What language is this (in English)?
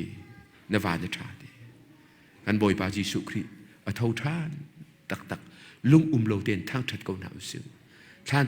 Hakha Chin